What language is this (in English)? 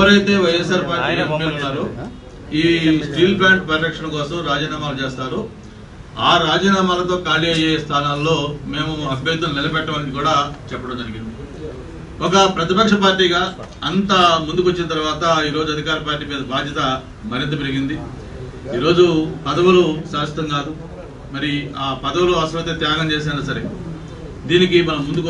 Telugu